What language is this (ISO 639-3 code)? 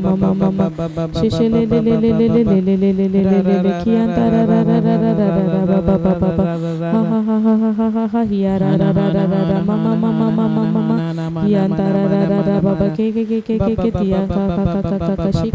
kdh